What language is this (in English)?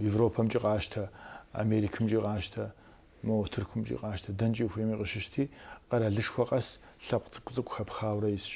Kabardian